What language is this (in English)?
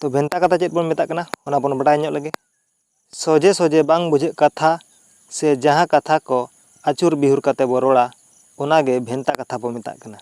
Santali